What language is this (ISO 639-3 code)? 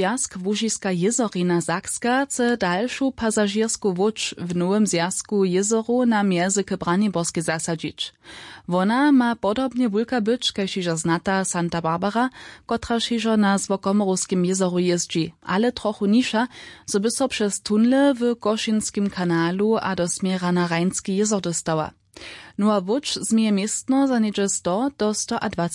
hsb